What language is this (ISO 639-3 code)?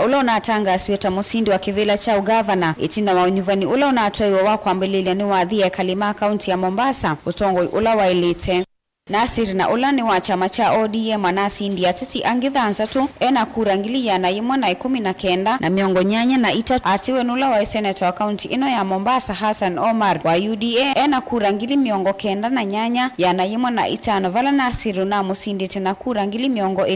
kam